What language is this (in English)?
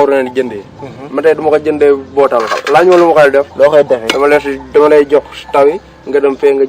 Wolof